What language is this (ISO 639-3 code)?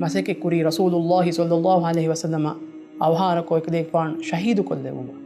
div